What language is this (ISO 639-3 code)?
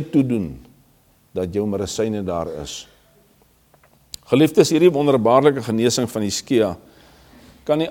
afr